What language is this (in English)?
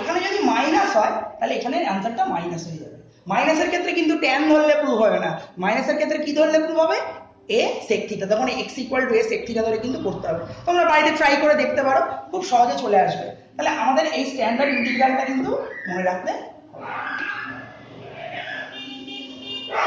Bangla